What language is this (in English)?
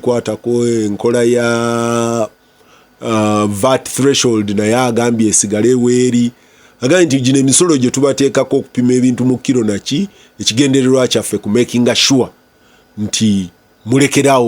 Ganda